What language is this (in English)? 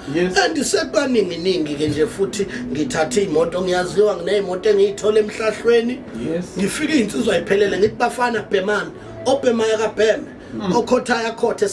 Zulu